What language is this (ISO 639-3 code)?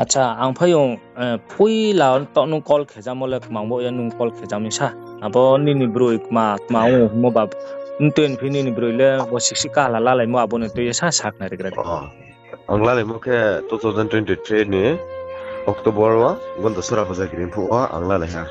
ria